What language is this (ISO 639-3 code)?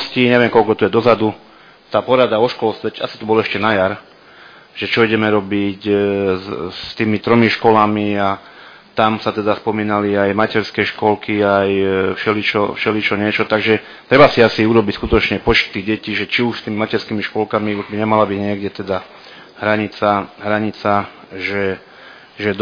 slk